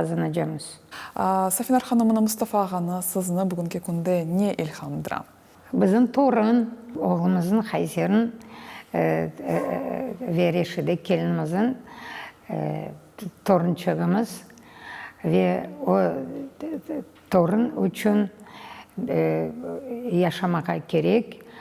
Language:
Crimean Tatar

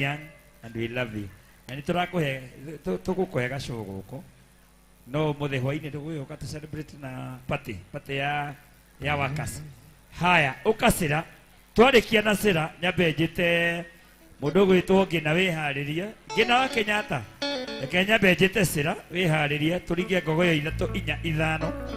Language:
Kikuyu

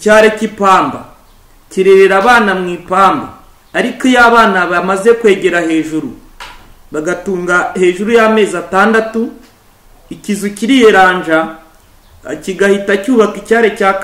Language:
Kinyarwanda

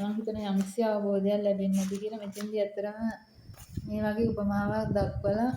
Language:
Sinhala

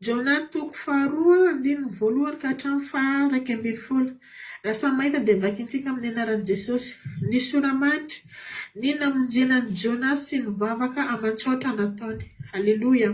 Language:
Malagasy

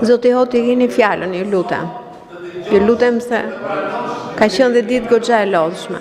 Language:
Albanian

